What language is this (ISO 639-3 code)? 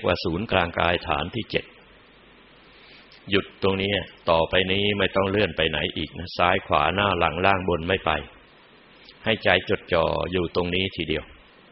tha